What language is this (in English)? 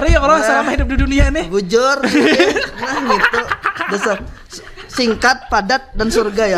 Banjar